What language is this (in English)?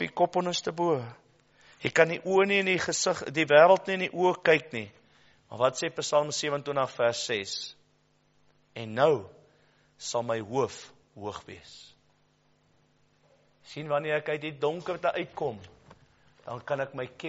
Afrikaans